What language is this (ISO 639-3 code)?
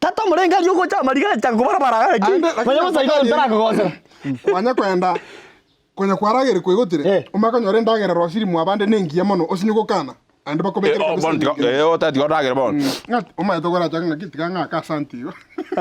guz